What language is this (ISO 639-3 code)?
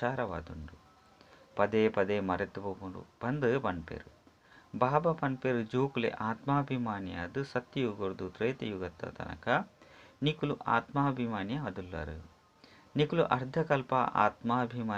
tcy